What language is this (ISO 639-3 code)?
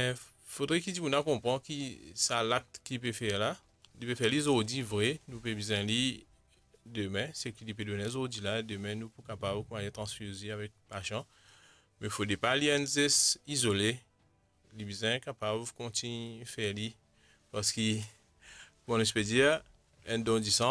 mfe